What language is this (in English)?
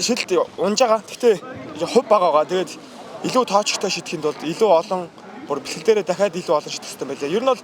Mongolian